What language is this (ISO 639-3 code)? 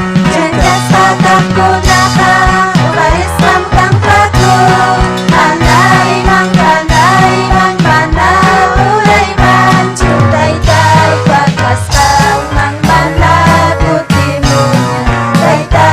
quy